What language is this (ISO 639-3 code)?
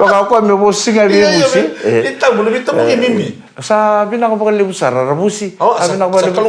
fij